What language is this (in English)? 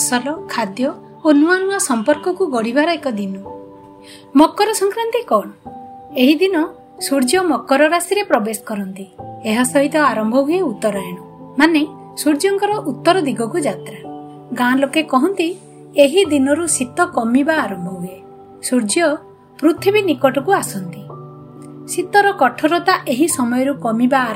Odia